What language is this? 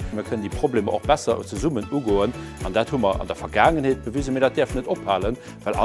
Luxembourgish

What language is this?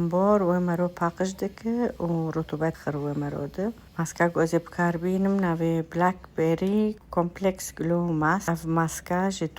Kurdish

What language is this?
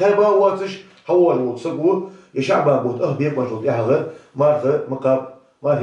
Ingush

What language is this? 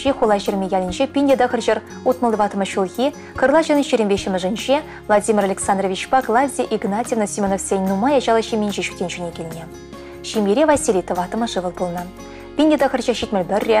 Chuvash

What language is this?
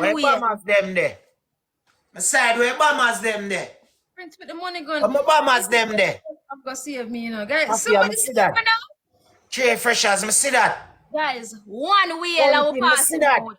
Jamaican Creole English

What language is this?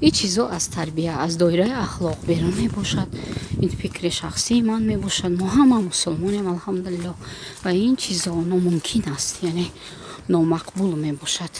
Tajik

